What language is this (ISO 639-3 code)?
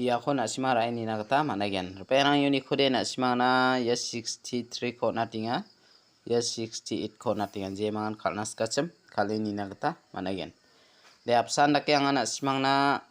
grt